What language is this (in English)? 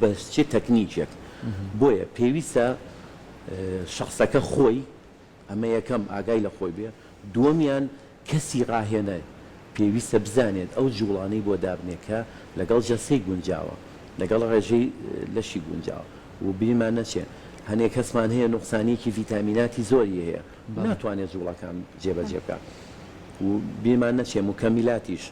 Central Kurdish